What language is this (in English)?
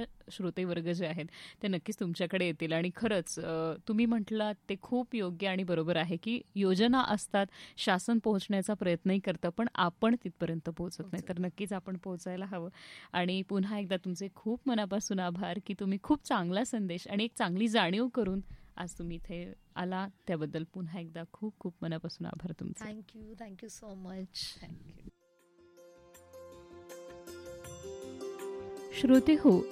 Marathi